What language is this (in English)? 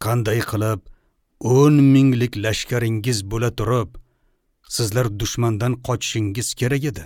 Uzbek